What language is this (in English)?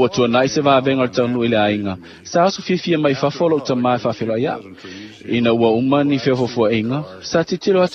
Samoan